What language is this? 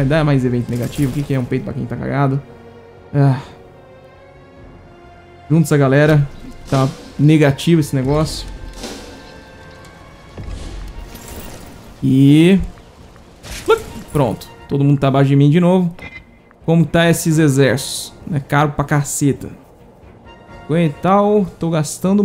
Portuguese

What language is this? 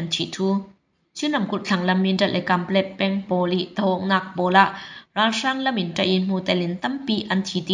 Falam Chin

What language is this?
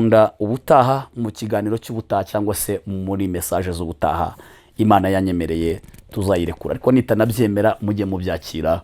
Kinyarwanda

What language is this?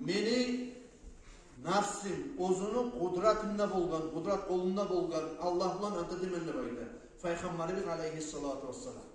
Kumyk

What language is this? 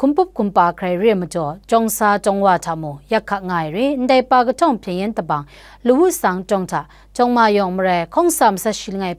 Kachin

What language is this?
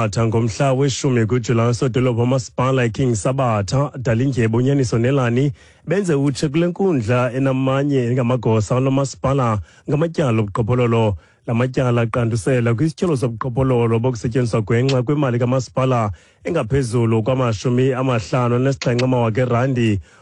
Xhosa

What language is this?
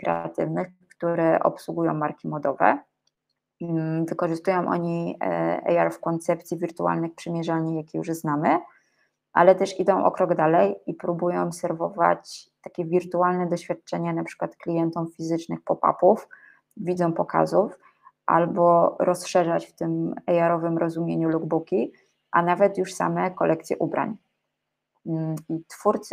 Polish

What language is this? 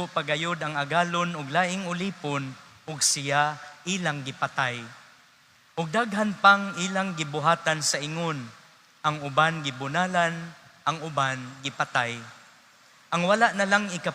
Cebuano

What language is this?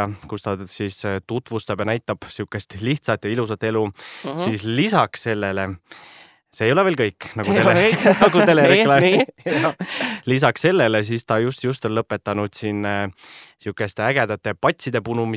Estonian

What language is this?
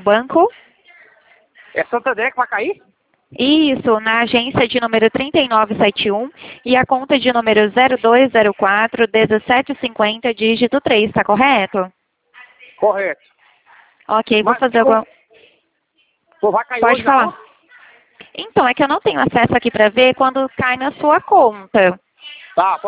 Portuguese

